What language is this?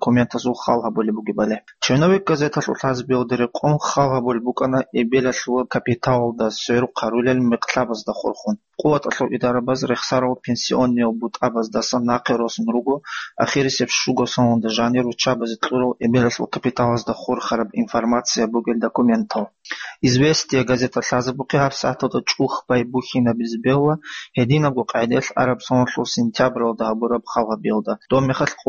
Avaric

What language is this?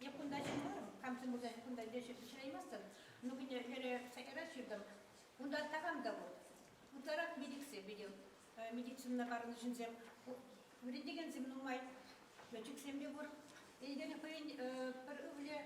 Chuvash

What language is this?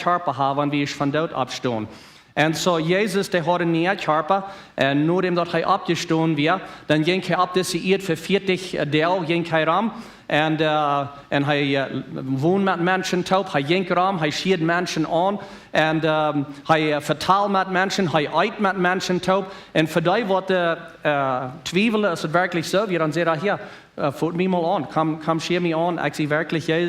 Plautdietsch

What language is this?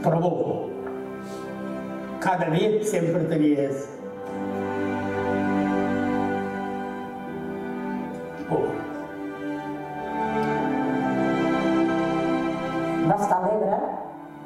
Catalan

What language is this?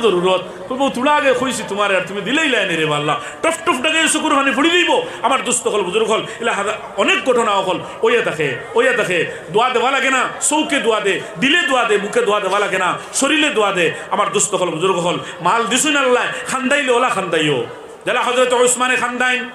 Sylheti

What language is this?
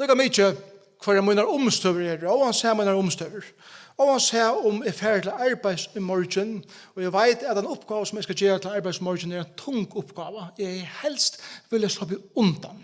Faroese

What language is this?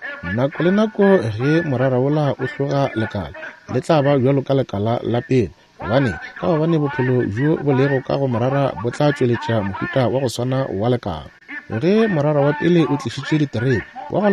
Northern Sotho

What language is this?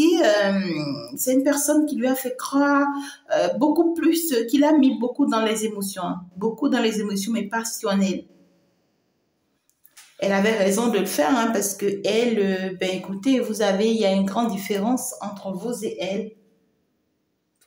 French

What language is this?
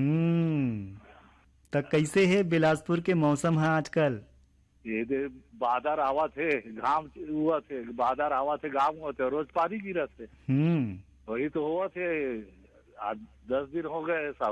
Chhattisgarhi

